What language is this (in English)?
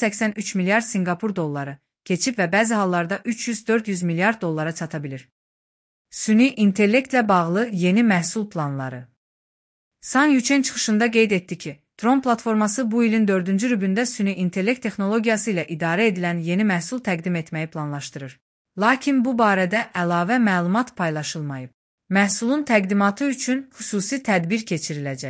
Azerbaijani